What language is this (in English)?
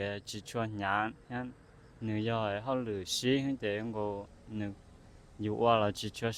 Hmong